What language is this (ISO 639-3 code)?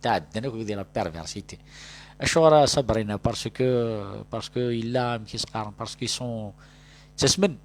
kab